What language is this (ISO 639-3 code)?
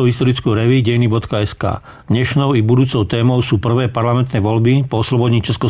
slk